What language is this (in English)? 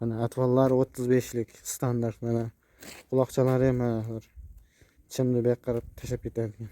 Uzbek